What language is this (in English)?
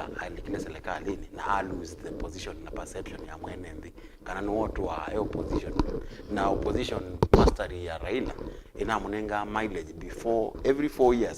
Kamba